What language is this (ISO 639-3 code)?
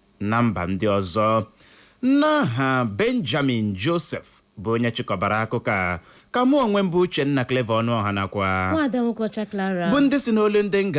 ibo